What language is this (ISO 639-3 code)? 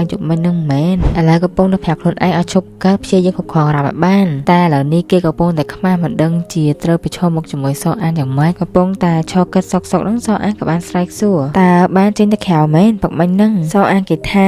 khm